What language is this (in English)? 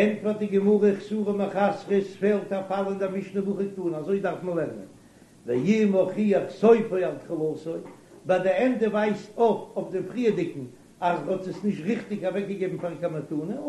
Yiddish